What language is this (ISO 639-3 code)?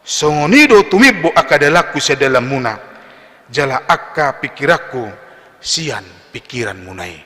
bbc